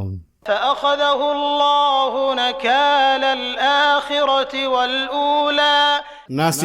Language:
Maranao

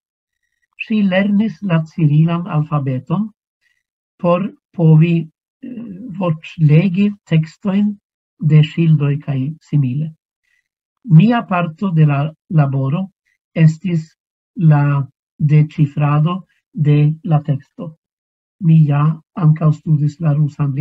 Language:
Esperanto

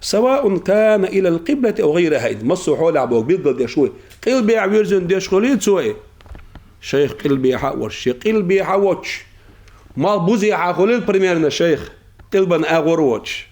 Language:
Chechen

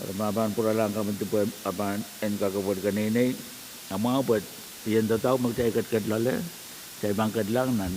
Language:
Pohnpeian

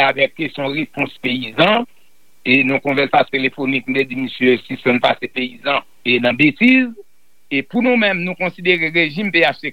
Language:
Haitian Creole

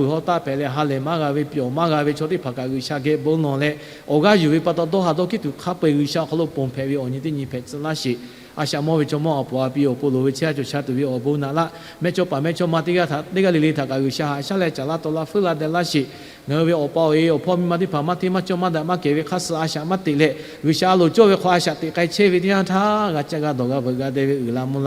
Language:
Lahu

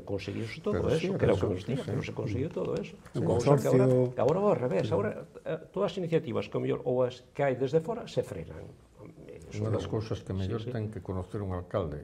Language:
Galician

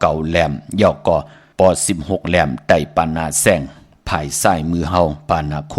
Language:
Shan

